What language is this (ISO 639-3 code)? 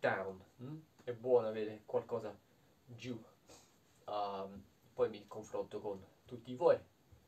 ita